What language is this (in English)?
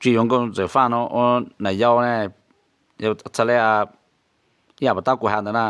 Hmong